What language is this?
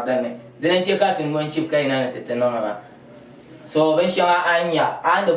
Dagbani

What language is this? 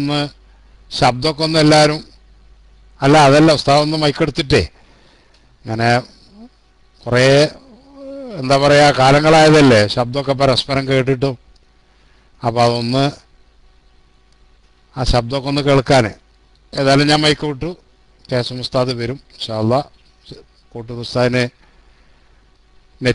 Malayalam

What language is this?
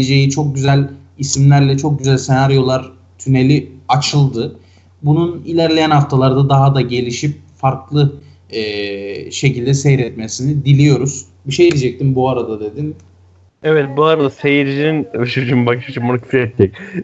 Turkish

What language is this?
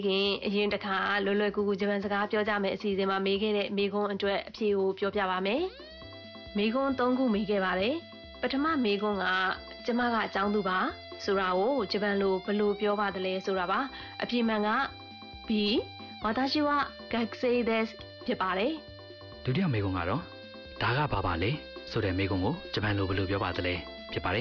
Burmese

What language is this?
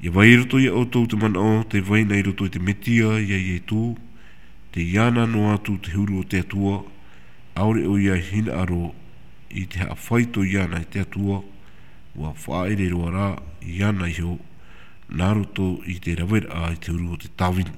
Tahitian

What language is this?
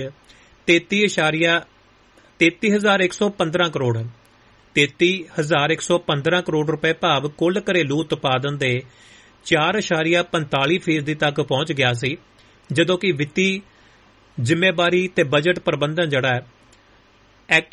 Punjabi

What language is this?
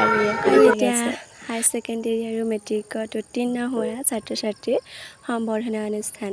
Assamese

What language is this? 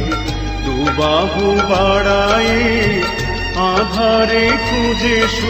Bangla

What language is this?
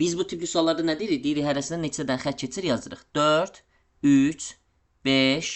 Azerbaijani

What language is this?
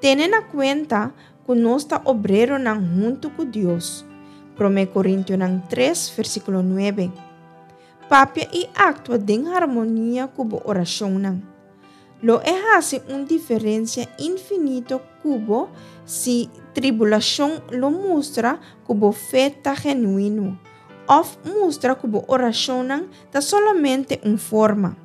Papiamento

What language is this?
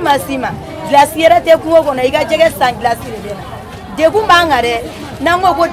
Bambara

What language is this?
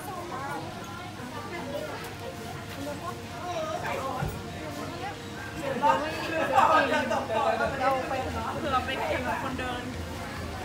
Thai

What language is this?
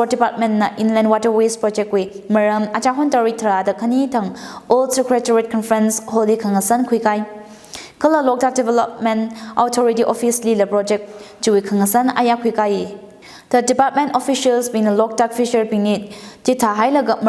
Tangkhul Naga (India)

